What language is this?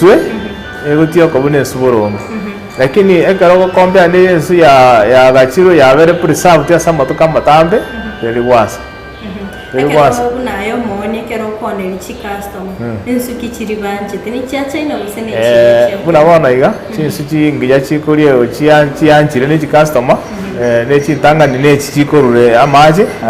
Gusii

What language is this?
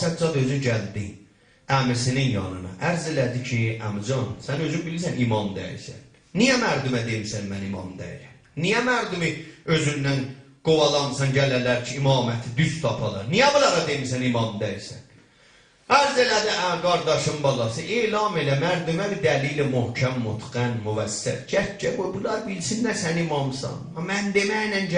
South Azerbaijani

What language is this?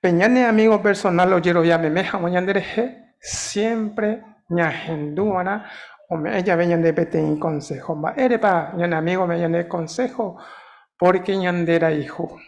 Guarani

